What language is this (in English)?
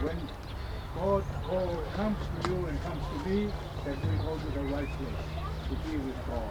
Tongan